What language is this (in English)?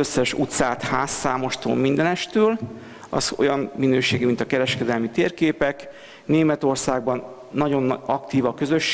Hungarian